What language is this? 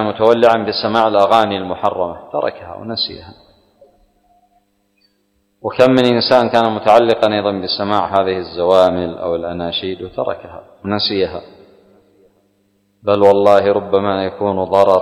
Arabic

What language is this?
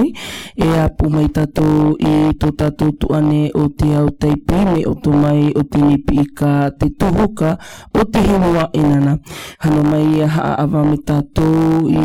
Galician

